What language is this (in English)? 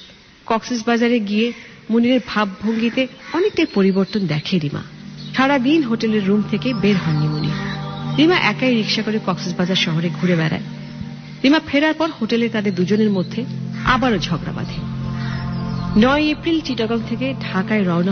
Bangla